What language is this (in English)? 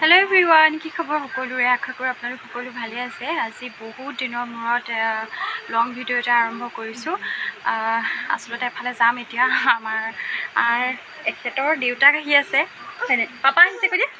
Assamese